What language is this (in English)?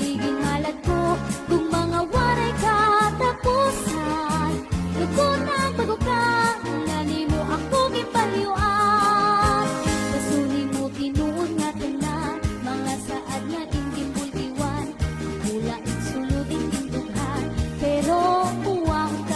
Waray